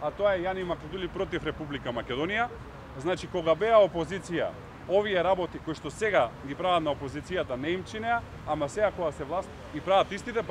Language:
Macedonian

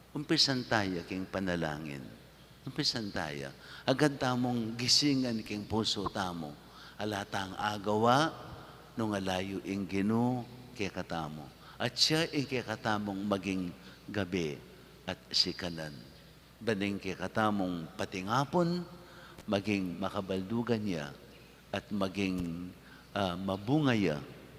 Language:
Pampanga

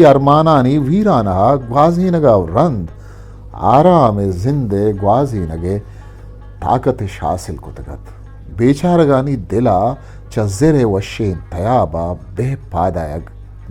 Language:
Eastern Balochi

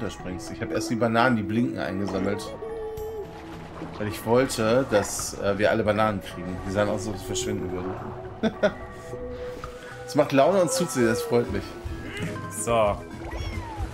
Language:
German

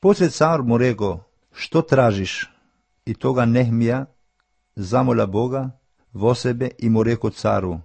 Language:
Macedonian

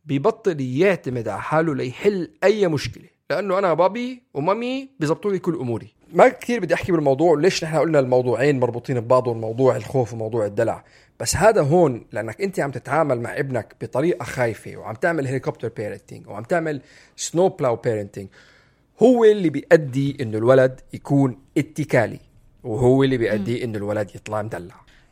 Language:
North Levantine Arabic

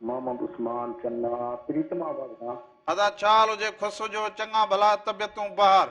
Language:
Sindhi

